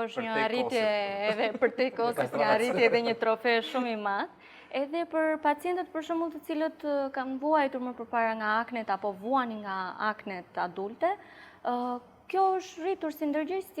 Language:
Albanian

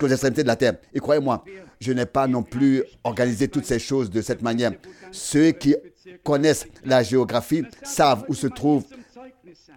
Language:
French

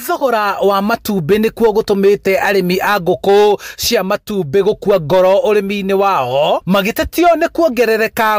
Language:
Kikuyu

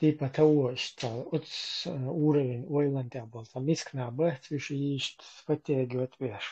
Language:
Chechen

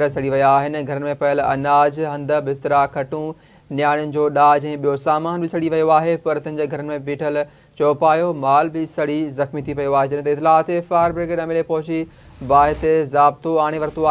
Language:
Sindhi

